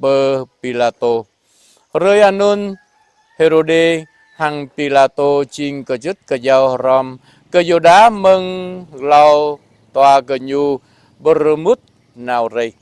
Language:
Jarai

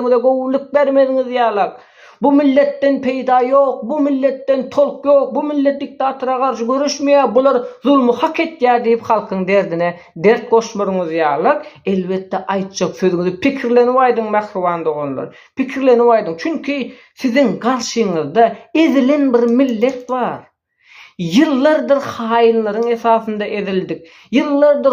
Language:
Turkmen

